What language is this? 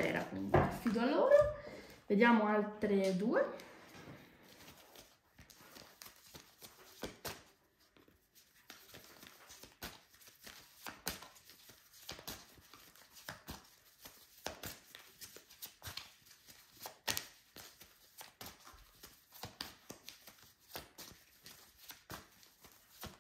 Italian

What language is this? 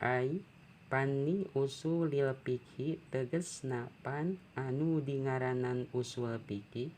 Sundanese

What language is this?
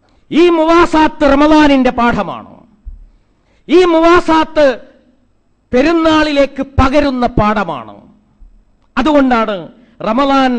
Malayalam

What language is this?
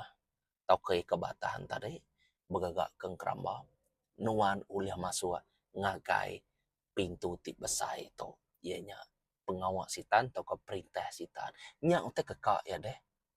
Iban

